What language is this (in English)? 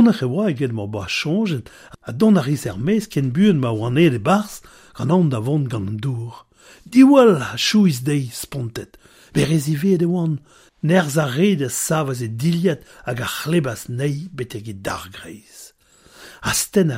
Breton